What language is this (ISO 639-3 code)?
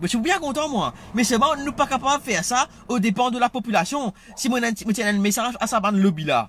mfe